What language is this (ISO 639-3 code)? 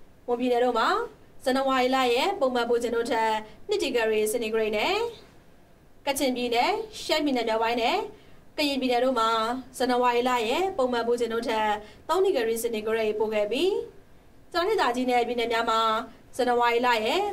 mya